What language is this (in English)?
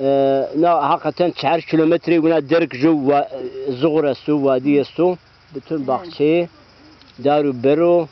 Zaza